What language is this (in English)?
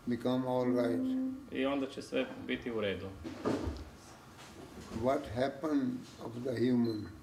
Croatian